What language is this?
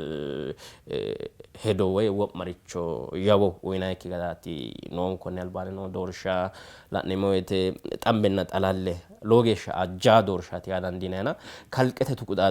Sidamo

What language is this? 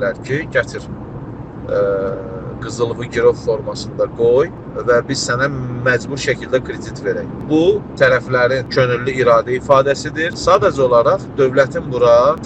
Azerbaijani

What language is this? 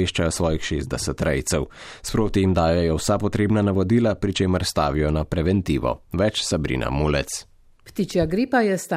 Slovenian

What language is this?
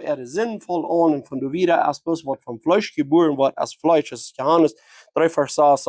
Plautdietsch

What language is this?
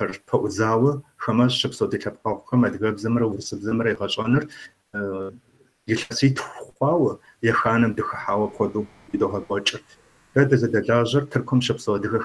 Kabardian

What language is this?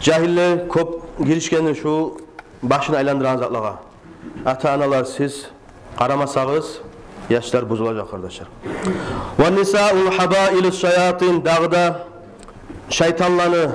Kumyk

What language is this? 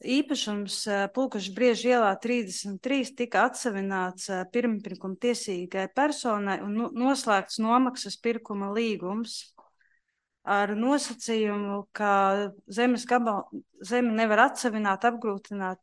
Latvian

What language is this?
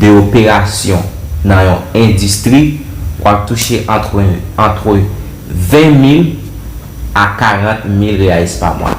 Haitian Creole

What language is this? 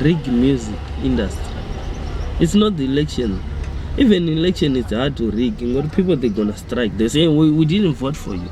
Venda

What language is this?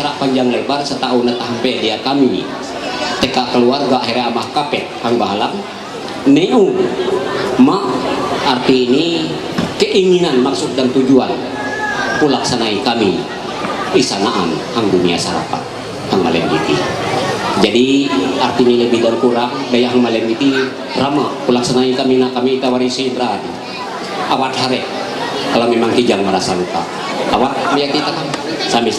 Ma'anyan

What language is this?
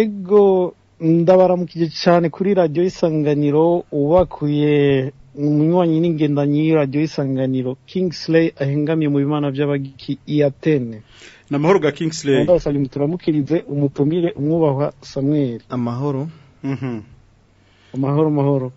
Rundi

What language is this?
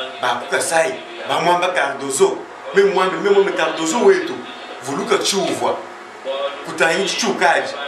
Luba-Lulua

